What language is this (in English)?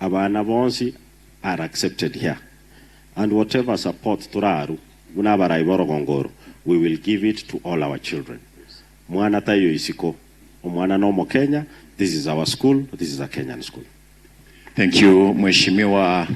Gusii